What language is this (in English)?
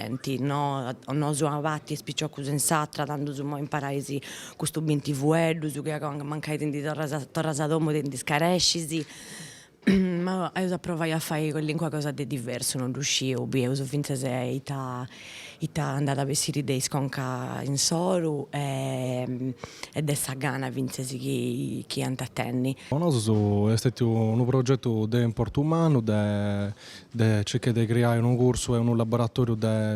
Sardinian